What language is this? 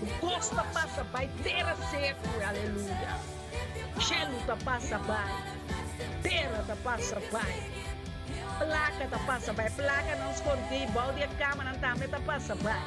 Papiamento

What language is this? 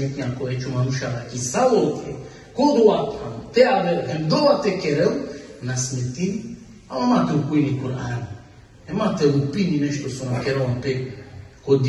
Balkan Romani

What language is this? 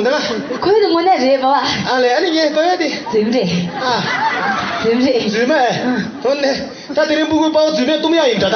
Tibetan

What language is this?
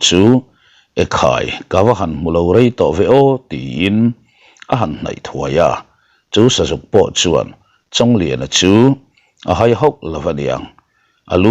Mizo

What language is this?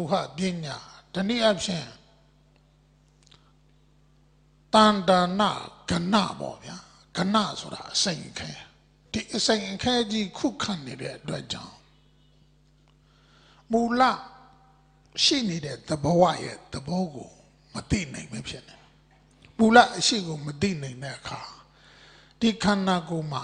Burmese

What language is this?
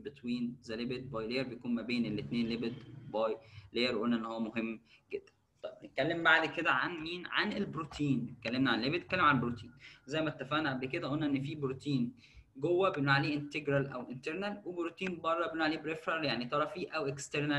Egyptian Arabic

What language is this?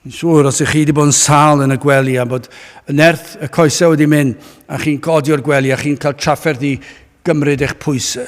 Welsh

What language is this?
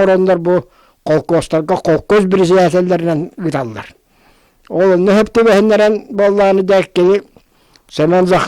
Yakut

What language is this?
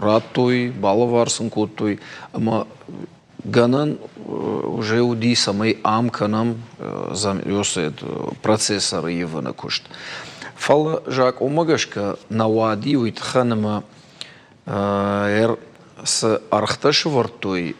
Ossetic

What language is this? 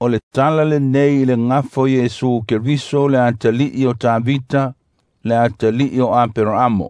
Samoan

